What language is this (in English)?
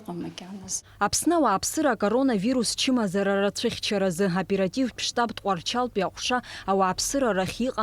Abkhazian